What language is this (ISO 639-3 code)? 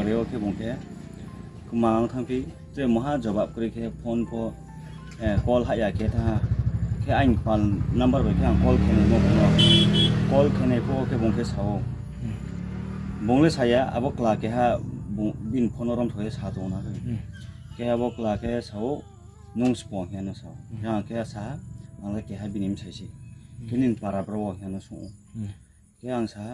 ria